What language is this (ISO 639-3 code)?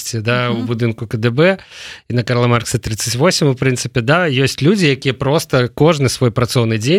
bel